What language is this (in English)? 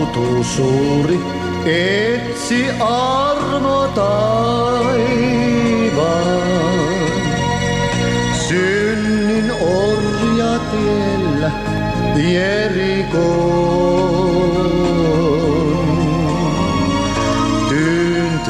Finnish